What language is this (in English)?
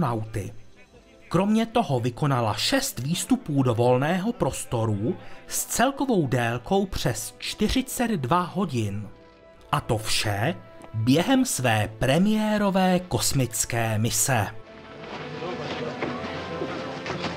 Czech